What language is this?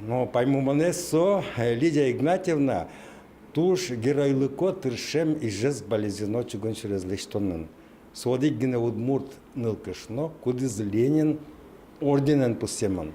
Udmurt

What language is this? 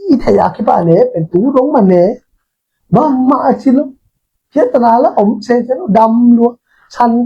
Tedim Chin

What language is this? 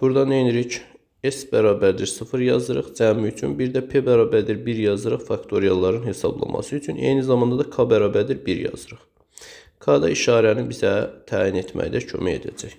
Azerbaijani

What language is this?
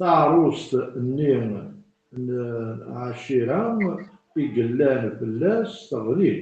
Kabyle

